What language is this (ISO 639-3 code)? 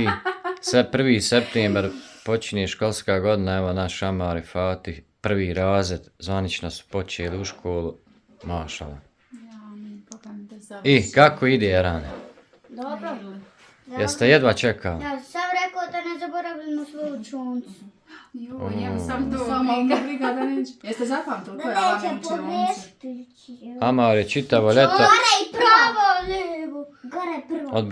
bos